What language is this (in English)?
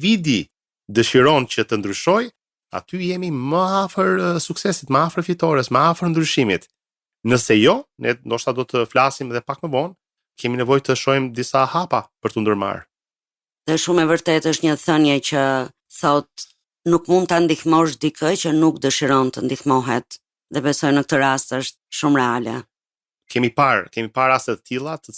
Albanian